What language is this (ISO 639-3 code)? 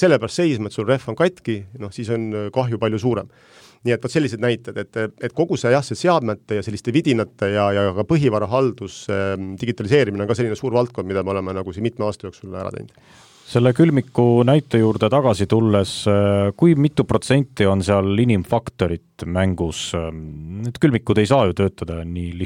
est